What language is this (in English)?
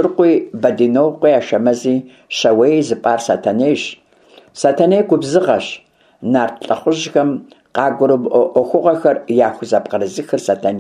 Kabardian